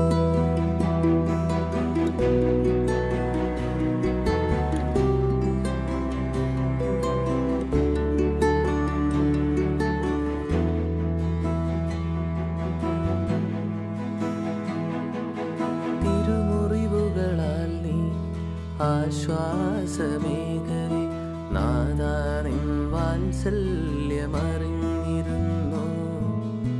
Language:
Malayalam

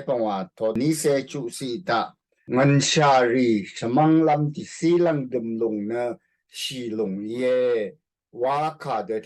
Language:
Rawang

